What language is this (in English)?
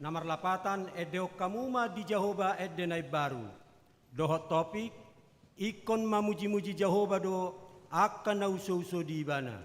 Batak Toba